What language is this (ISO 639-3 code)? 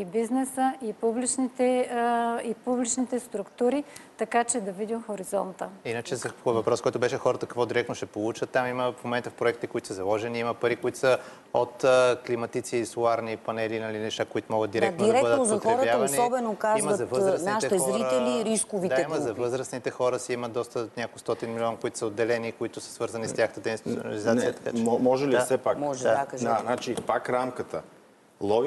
bul